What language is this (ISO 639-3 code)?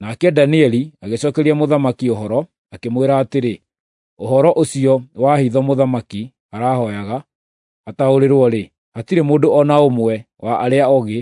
kik